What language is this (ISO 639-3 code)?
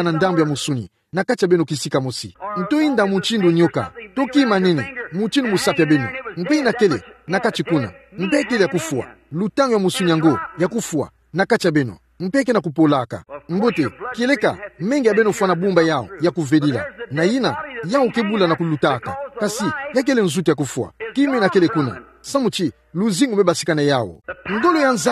ktu